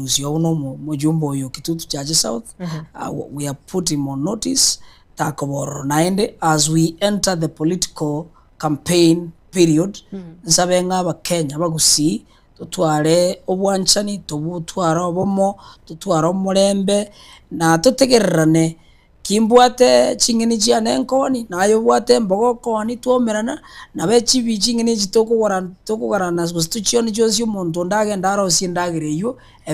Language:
Gusii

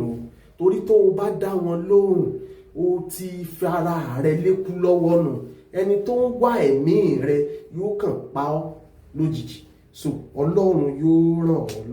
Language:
Yoruba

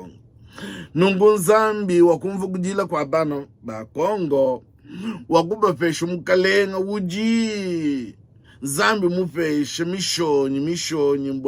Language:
Luba-Lulua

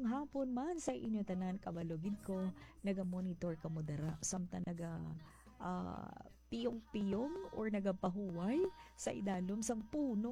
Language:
Hiligaynon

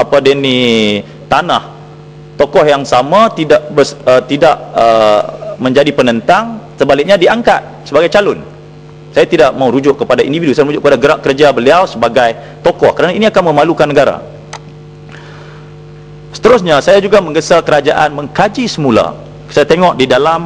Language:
Malay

